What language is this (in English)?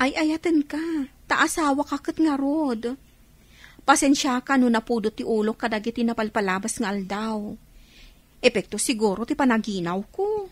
Iloko